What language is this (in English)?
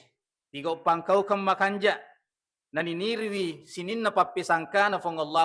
Buginese